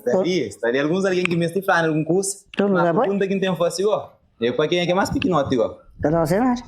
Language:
Kabuverdianu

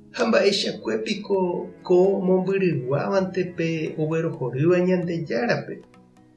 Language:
Guarani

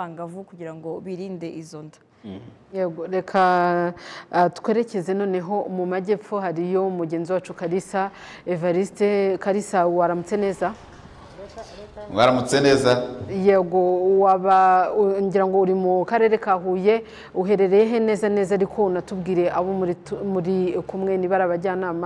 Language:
Kinyarwanda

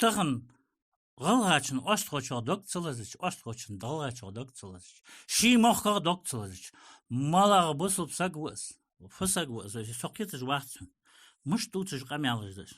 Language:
Ingush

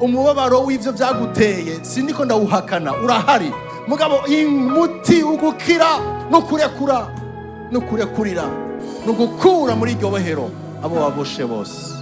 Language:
Rundi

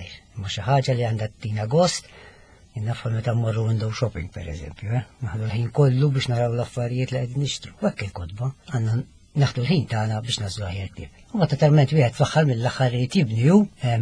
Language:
Maltese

